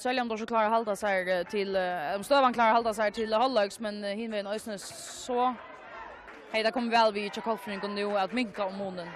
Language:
Faroese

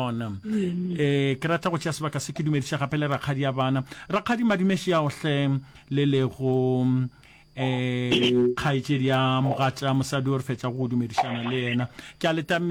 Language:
Northern Sotho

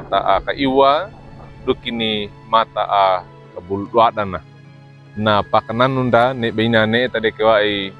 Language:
Wejewa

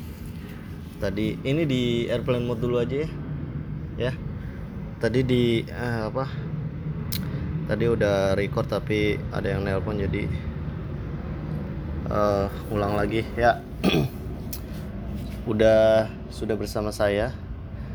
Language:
Indonesian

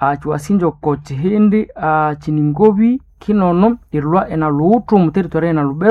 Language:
Nande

